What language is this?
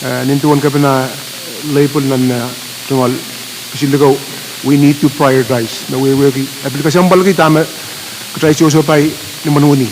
Pohnpeian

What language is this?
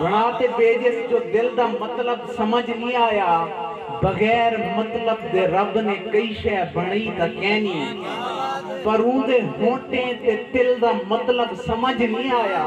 Saraiki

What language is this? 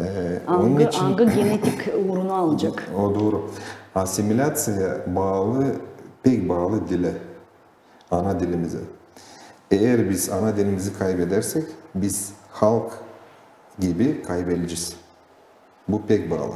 Gagauz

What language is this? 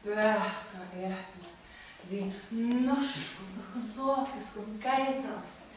Faroese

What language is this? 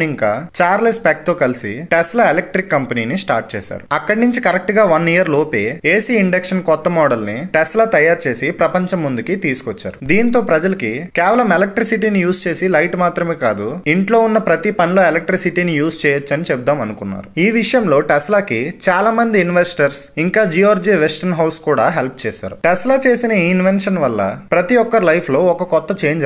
Telugu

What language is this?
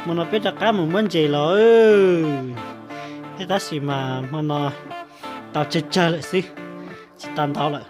Hmong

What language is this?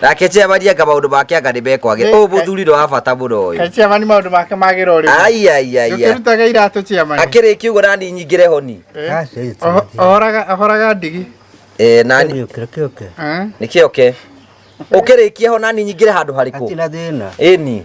Kikuyu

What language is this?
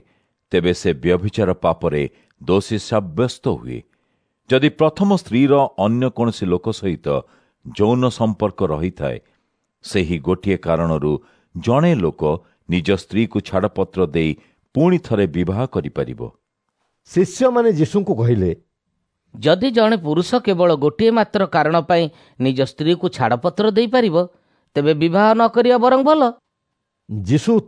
Odia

